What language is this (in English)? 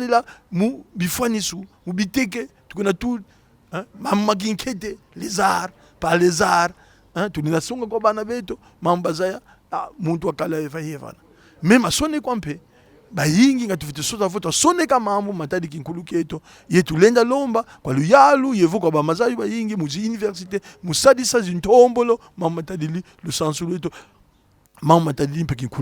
Kongo